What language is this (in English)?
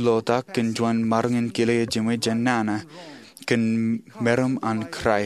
Marshallese